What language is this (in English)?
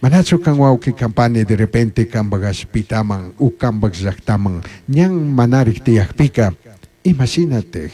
Chimborazo Highland Quichua